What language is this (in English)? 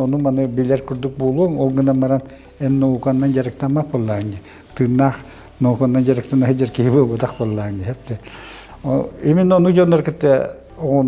Yakut